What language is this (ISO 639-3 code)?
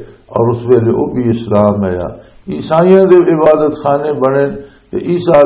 lah